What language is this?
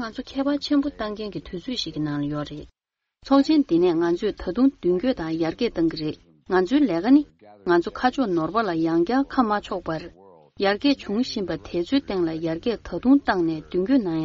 Tibetan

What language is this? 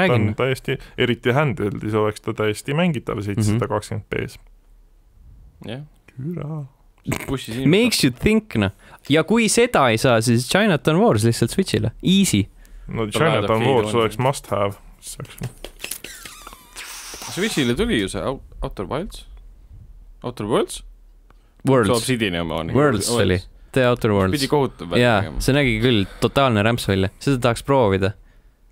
Estonian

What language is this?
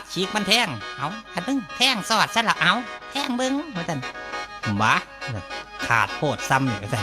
Northeastern Thai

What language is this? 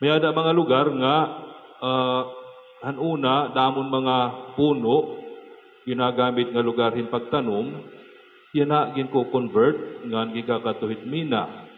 Waray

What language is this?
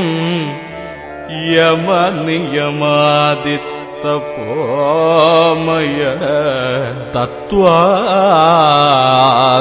Malayalam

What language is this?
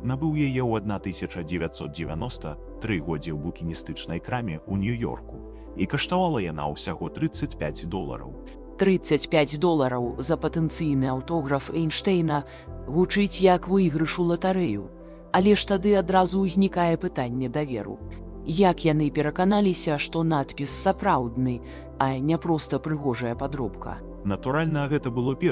Belarusian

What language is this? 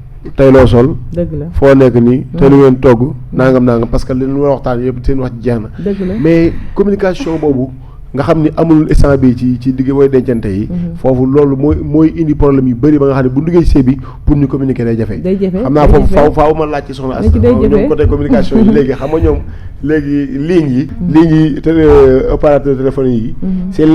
Wolof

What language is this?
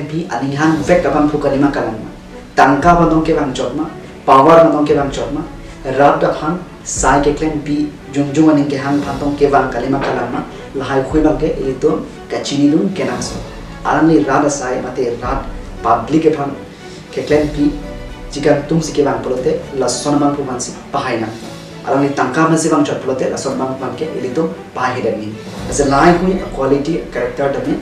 Karbi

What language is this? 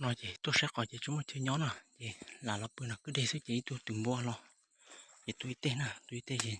Hmong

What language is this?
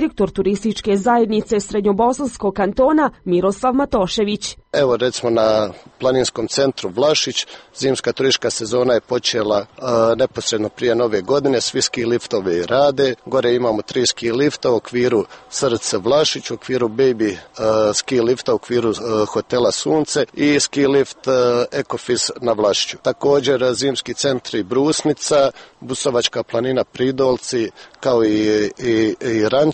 Croatian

